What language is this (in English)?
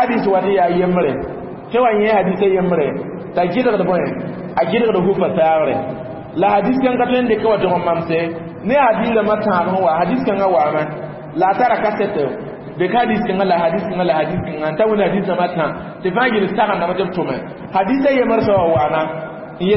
Mossi